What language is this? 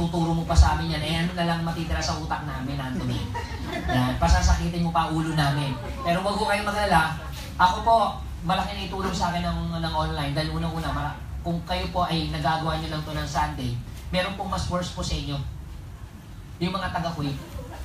Filipino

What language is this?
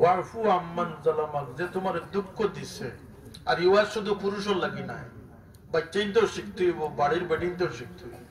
Sylheti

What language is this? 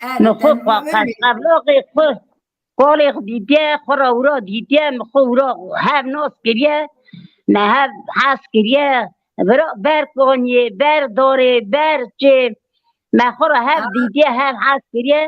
Kurdish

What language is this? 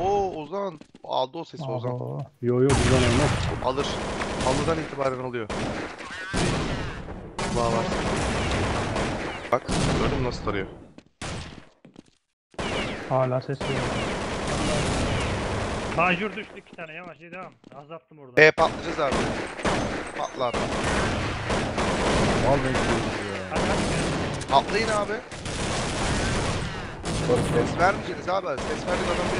Turkish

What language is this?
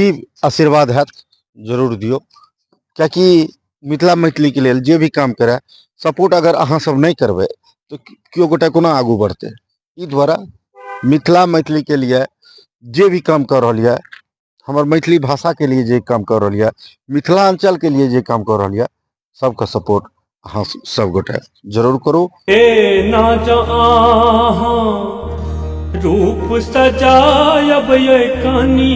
Maithili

